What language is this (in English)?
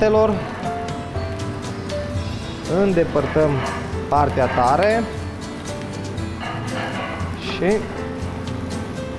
Romanian